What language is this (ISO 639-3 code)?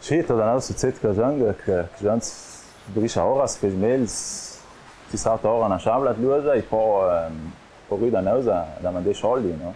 lld